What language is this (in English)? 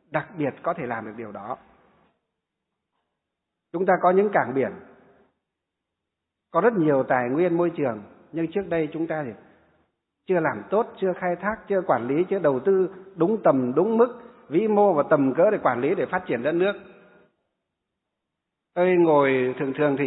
Vietnamese